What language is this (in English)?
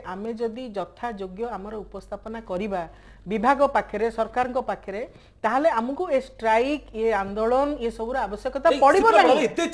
Odia